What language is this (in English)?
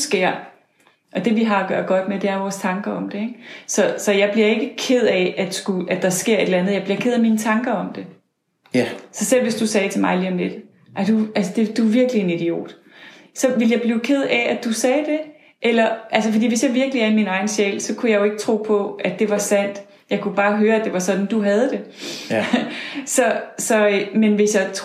Danish